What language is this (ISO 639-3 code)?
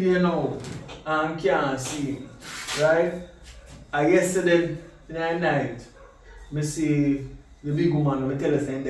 jam